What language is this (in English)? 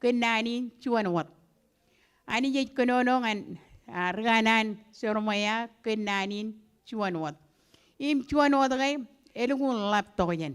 Marshallese